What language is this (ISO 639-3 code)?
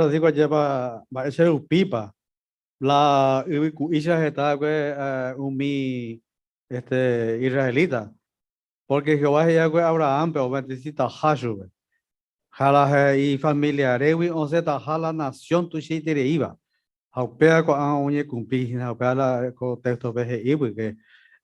grn